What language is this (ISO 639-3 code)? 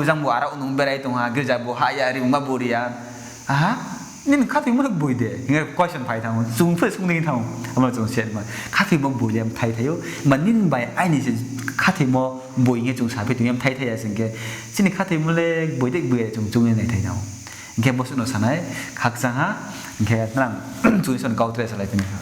ria